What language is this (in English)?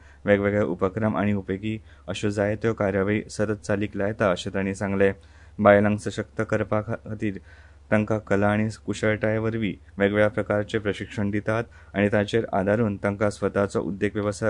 Konkani